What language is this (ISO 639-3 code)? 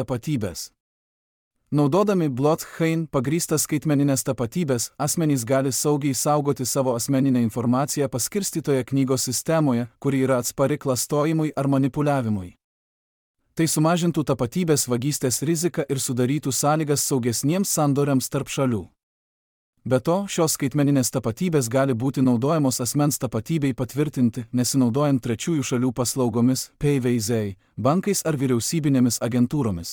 lit